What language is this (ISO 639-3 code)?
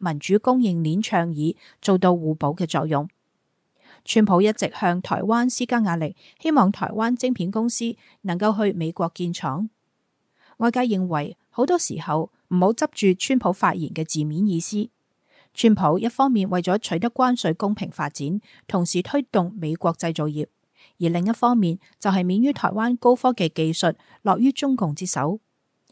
yue